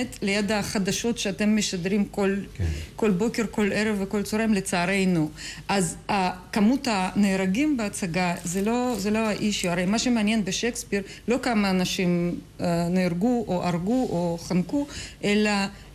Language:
Hebrew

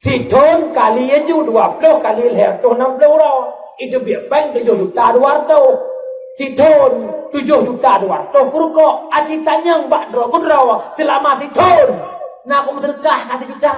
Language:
Achinese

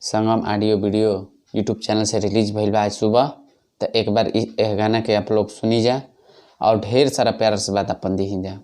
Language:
Bhojpuri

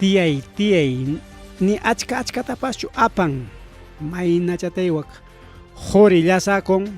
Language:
Ayacucho Quechua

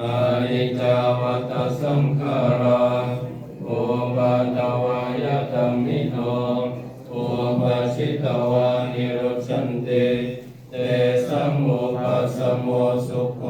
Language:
Lao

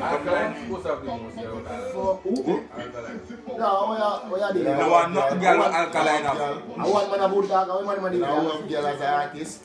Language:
Jamaican Creole English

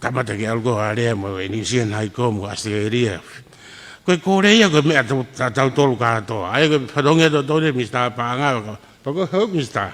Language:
Tongan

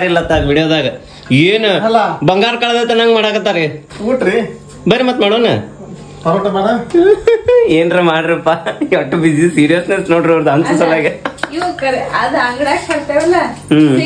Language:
Kannada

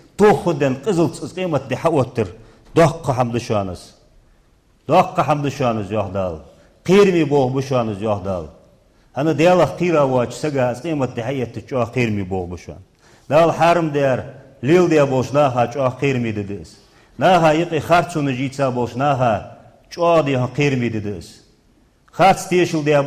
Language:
Ingush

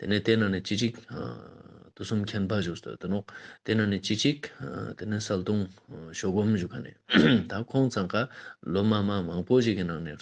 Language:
Ladakhi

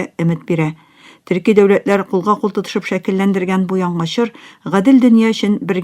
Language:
Tatar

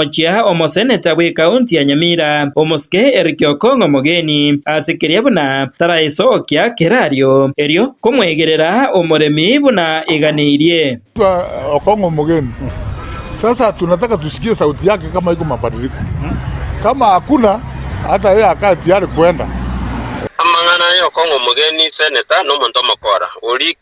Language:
Gusii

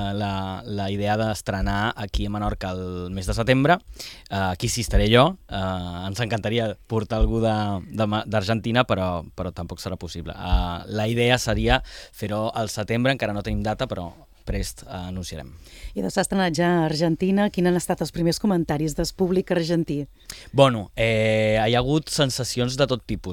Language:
Catalan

